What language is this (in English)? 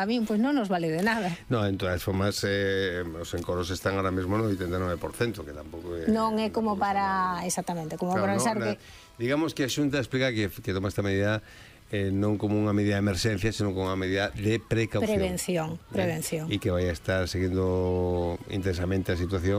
Galician